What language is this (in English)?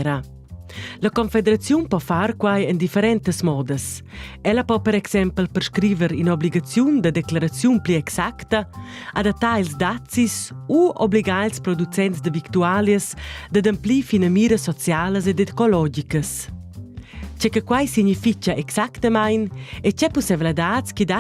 Romansh